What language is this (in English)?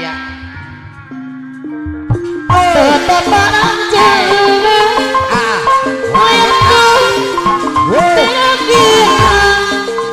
Indonesian